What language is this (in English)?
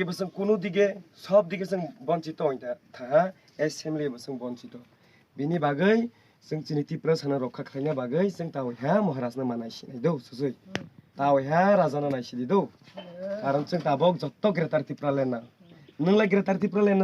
Kok Borok